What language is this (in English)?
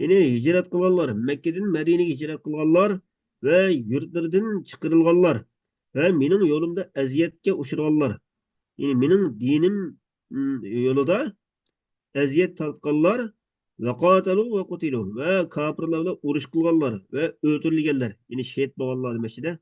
Uyghur